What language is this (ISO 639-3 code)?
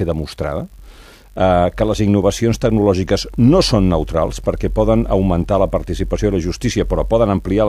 cat